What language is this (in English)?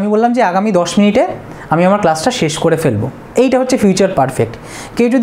Bangla